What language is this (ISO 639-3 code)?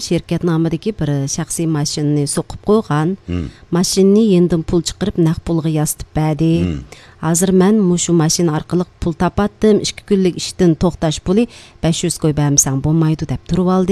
uig